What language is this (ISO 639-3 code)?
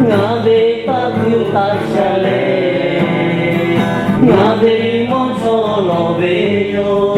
lhu